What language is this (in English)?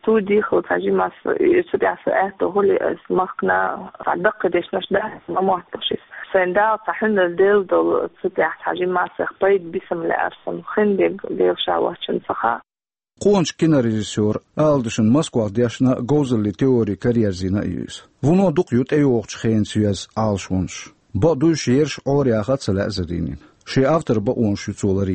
Chechen